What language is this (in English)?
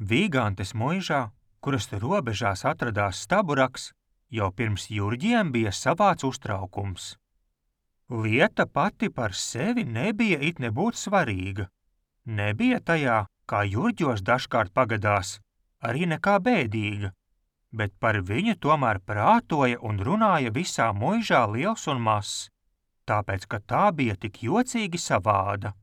Latvian